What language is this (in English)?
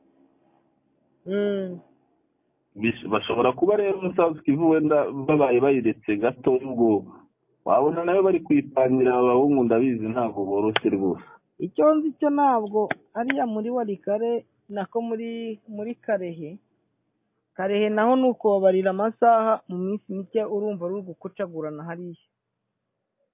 Kinyarwanda